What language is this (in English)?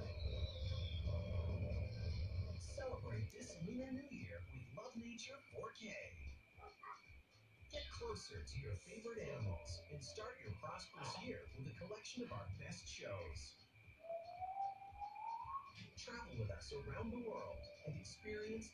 English